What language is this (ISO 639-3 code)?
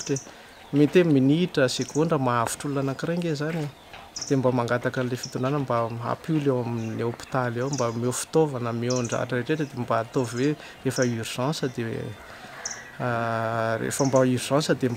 mlg